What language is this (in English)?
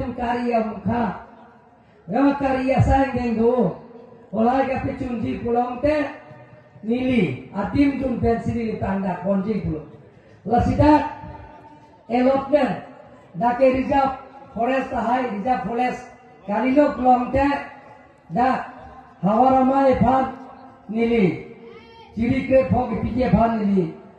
Karbi